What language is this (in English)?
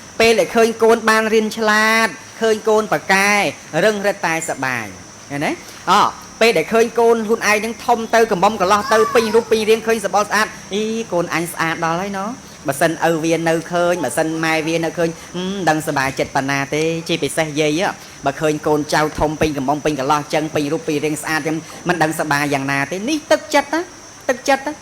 Khmer